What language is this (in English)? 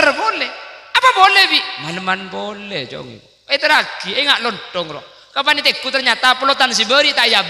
Madurese